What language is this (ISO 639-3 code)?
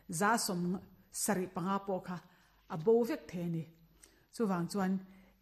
lus